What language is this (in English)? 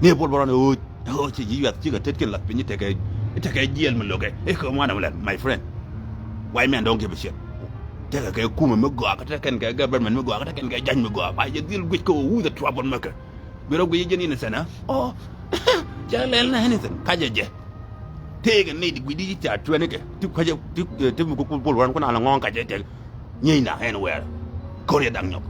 Nuer